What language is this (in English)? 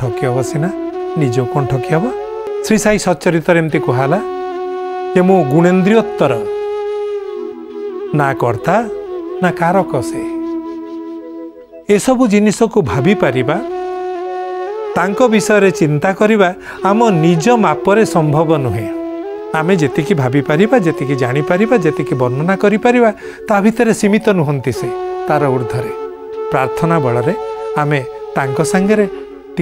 Odia